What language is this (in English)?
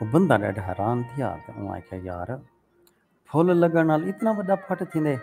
Saraiki